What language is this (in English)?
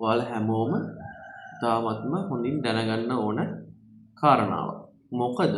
Sinhala